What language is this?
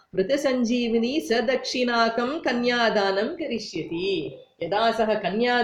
Sanskrit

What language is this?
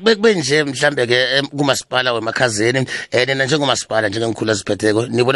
South Ndebele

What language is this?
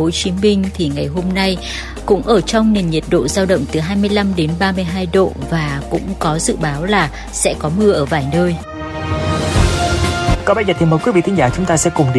Vietnamese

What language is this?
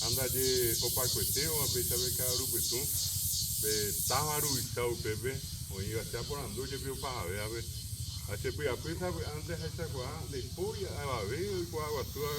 Guarani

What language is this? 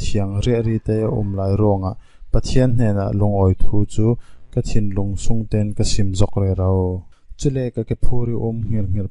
Falam Chin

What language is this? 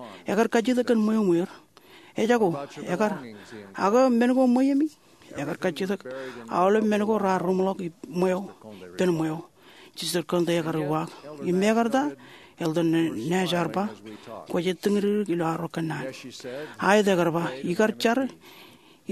Marshallese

